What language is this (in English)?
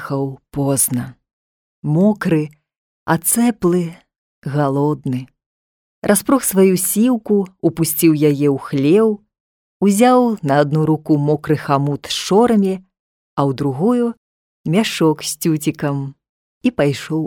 Belarusian